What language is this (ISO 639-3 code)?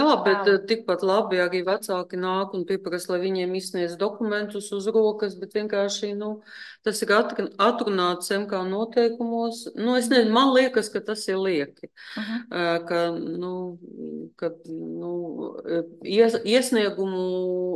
lav